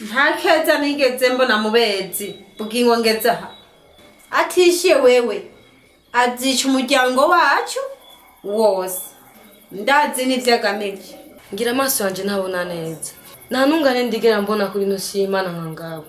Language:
Rundi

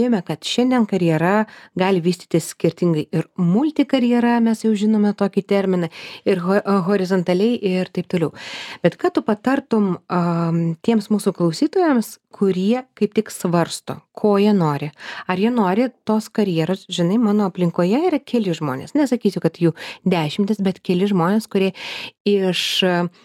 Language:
Lithuanian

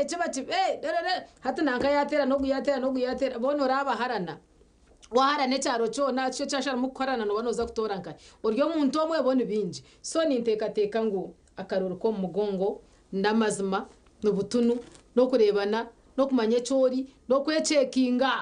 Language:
Nyankole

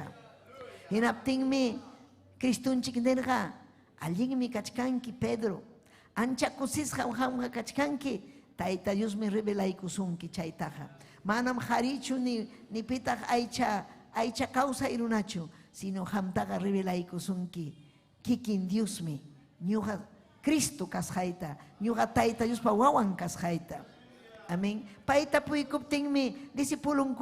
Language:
Ayacucho Quechua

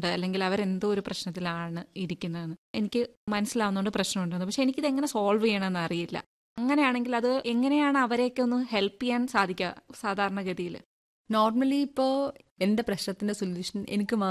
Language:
Malayalam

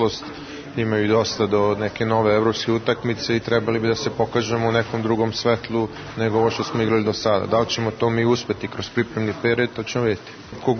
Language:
Serbian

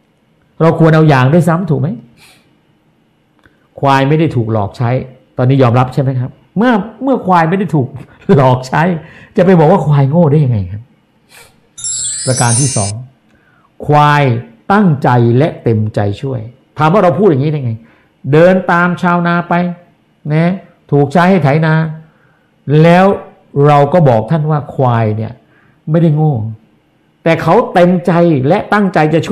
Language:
Thai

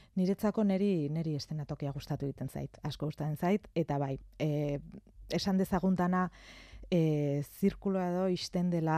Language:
Basque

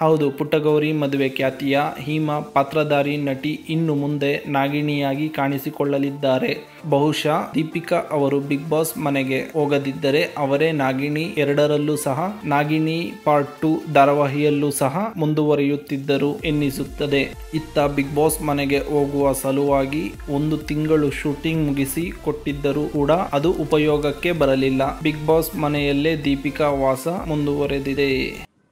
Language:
Kannada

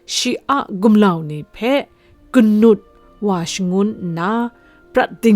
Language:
Kachin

